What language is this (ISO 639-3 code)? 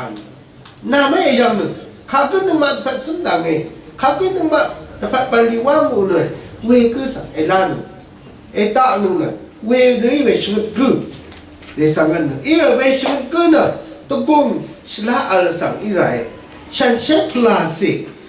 raw